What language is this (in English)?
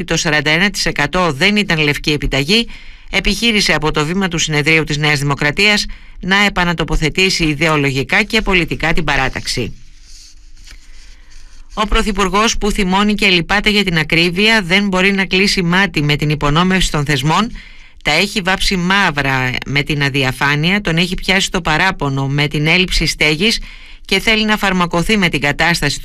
Greek